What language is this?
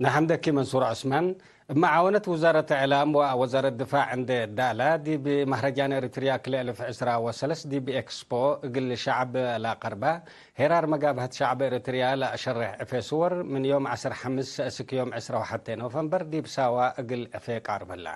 Tigre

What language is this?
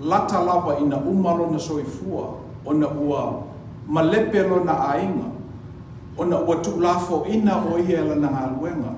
Samoan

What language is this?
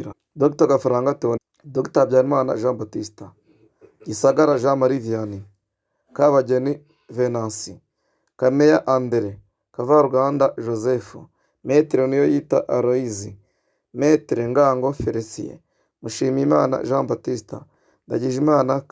Kinyarwanda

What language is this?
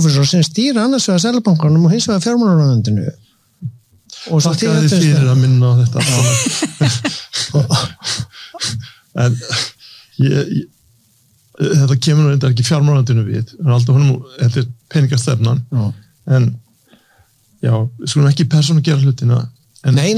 Icelandic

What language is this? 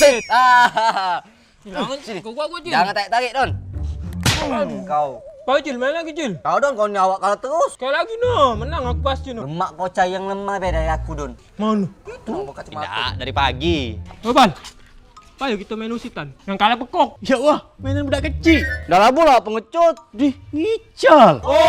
Musi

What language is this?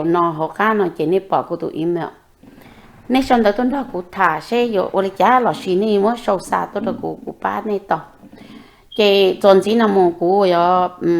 Hmong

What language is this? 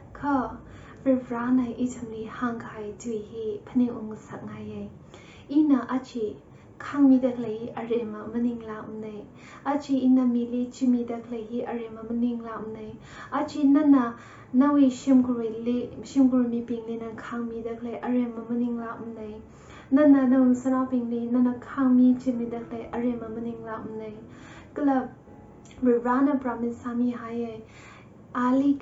Tangkhul Naga (India)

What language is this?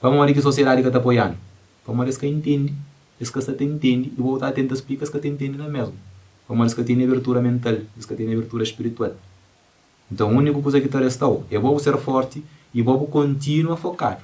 Kabuverdianu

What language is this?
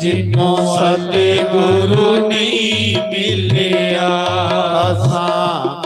Dogri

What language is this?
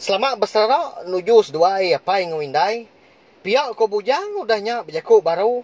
Iban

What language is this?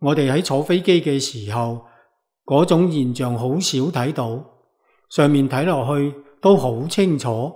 Cantonese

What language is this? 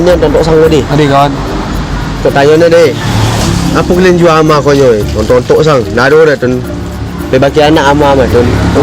Minangkabau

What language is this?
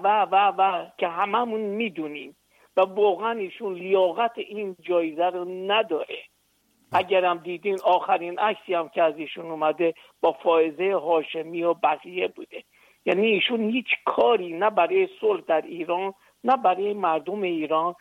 Persian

